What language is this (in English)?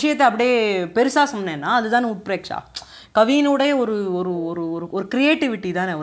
Tamil